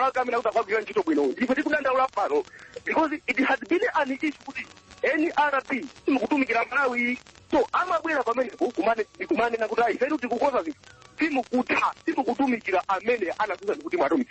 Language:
Nyanja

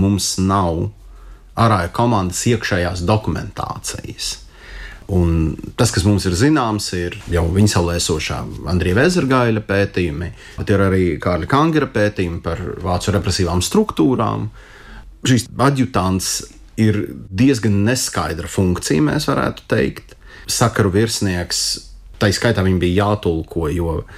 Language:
Latvian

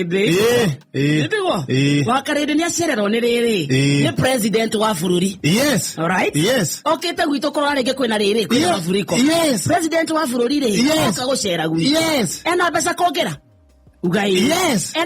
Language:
Kikuyu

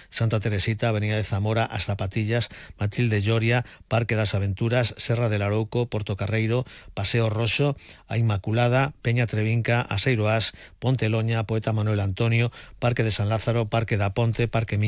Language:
Galician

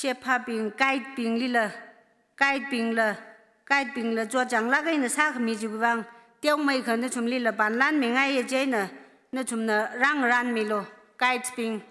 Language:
Tangkhul Naga (India)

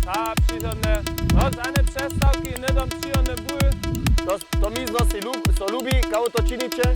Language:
Upper Sorbian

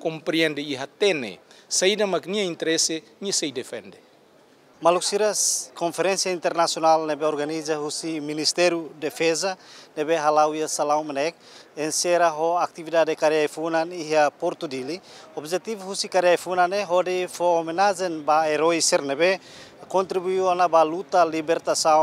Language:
Tetum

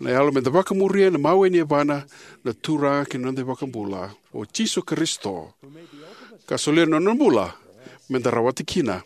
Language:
Fijian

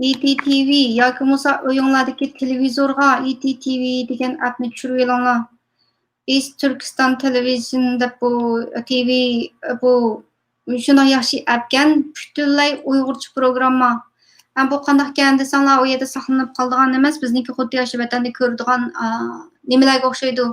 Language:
Uyghur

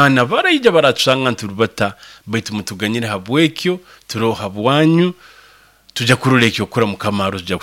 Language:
Nyoro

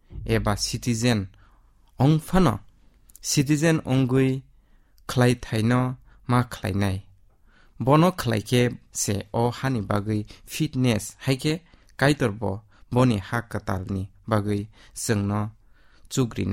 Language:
Kok Borok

